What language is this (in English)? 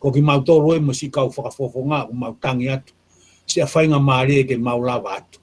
Tongan